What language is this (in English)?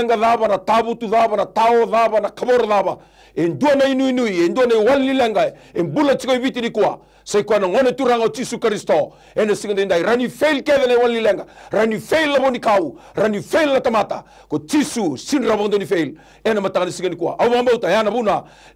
Fijian